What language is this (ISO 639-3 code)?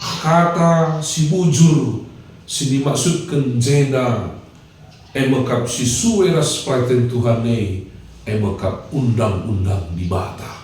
btx